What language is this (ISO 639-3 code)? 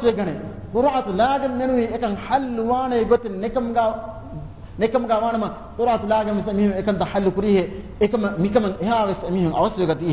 div